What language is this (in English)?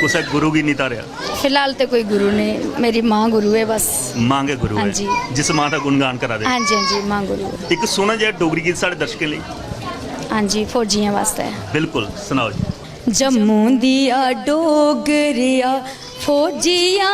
Dogri